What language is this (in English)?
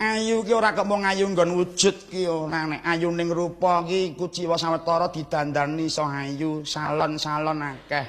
Javanese